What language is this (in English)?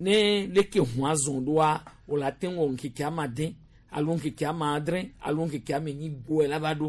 Gen